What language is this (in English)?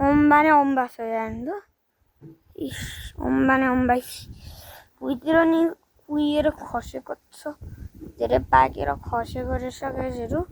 Nepali